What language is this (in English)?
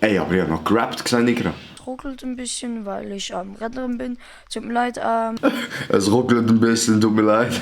Swiss German